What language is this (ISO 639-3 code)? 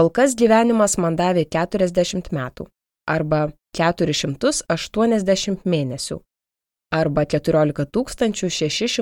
lit